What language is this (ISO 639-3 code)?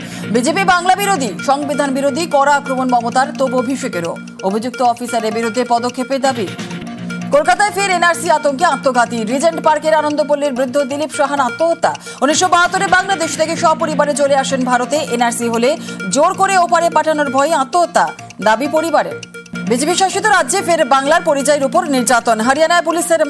ben